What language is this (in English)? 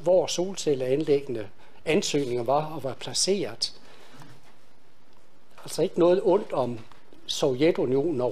Danish